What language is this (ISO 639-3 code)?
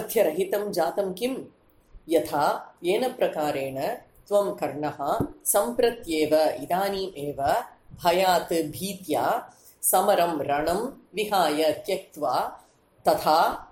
san